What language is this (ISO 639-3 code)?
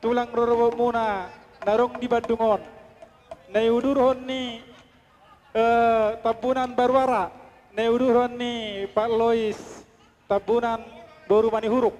bbc